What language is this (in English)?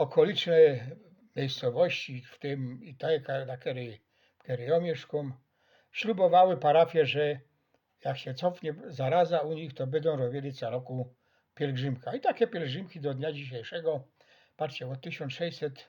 Silesian